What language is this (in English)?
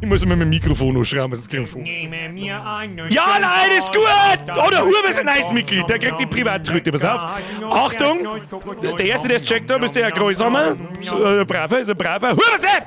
Bavarian